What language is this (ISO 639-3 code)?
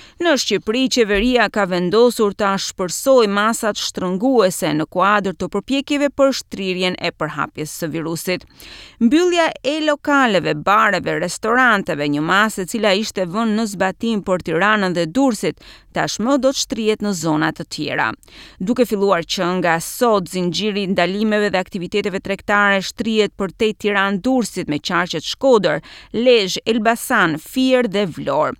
sqi